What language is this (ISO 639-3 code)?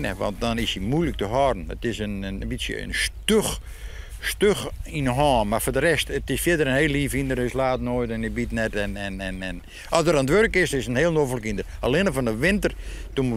fry